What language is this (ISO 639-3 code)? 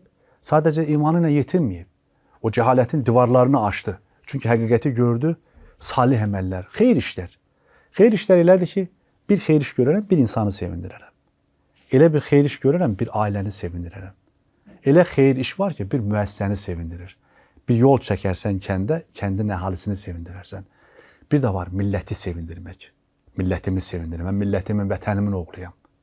aze